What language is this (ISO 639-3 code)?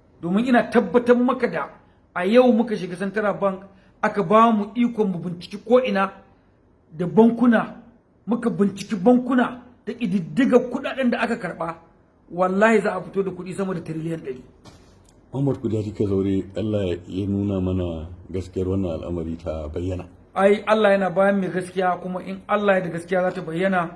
hau